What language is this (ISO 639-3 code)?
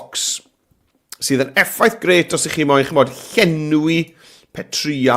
cym